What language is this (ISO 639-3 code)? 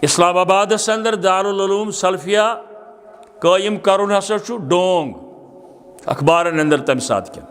kas